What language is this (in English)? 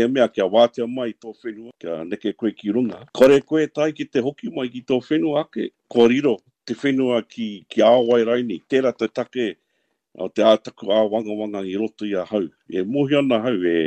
Māori